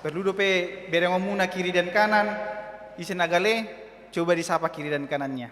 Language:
Batak Toba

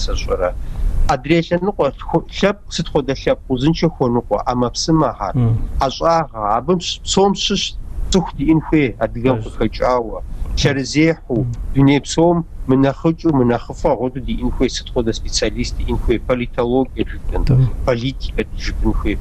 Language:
Kabardian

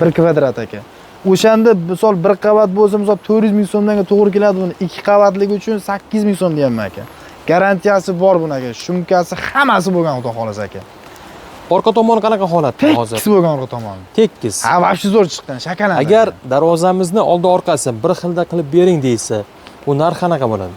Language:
Uzbek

